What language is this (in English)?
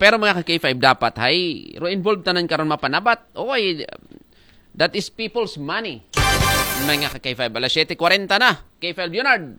Aklanon